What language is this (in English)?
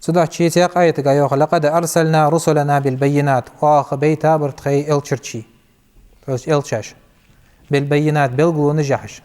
Ingush